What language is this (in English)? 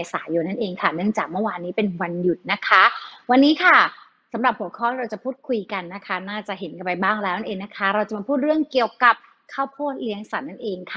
Thai